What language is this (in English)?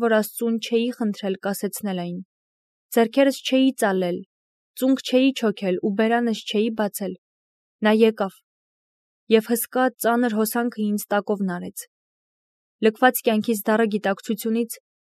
Armenian